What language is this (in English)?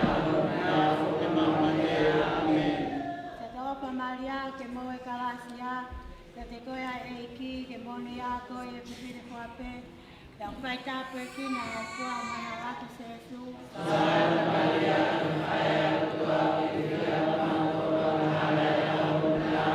Tongan